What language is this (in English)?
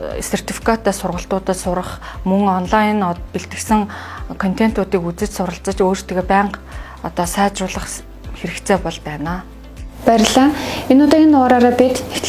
Mongolian